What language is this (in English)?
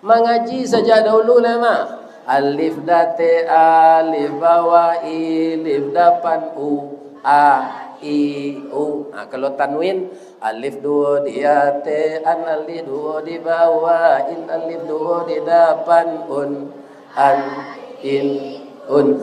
Minangkabau